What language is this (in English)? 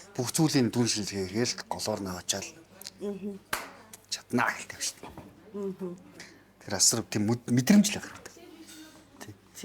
Mongolian